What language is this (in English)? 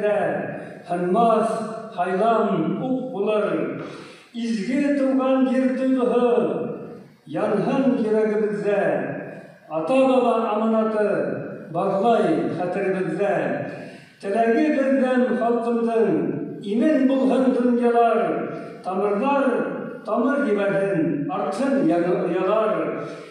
Bashkir